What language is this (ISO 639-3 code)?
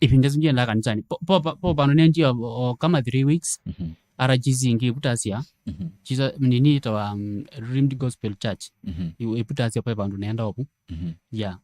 kam